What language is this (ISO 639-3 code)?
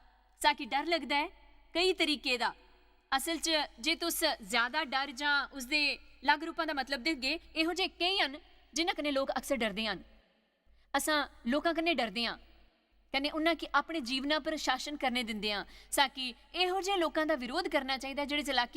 doi